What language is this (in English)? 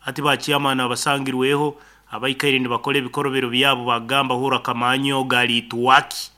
Nyoro